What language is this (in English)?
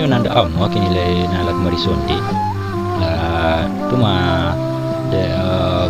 Minangkabau